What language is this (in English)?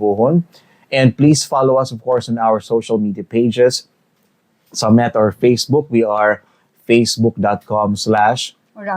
Bikol